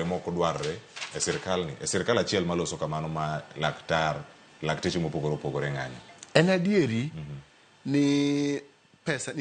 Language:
Luo (Kenya and Tanzania)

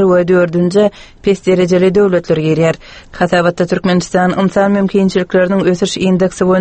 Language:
Turkmen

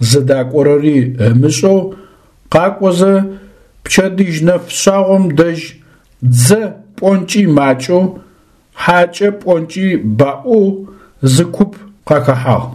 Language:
Adyghe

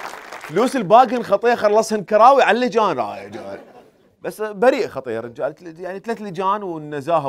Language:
Mesopotamian Arabic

